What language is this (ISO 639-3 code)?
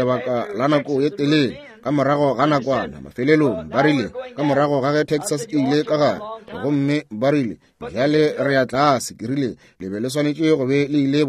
nso